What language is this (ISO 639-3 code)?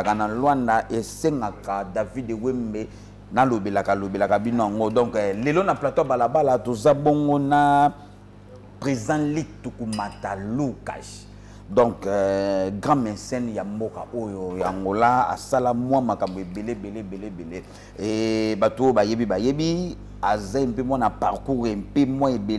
lin